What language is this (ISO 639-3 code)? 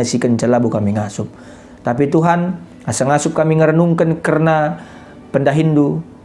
btx